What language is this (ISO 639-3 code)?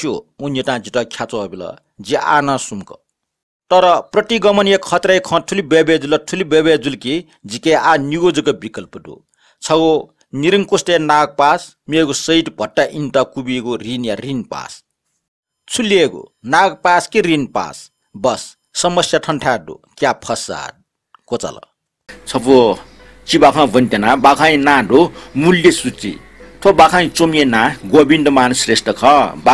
new